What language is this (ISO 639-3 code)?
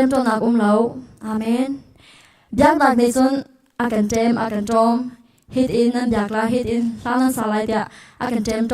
cnh